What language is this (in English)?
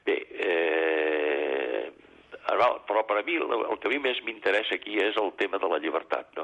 Catalan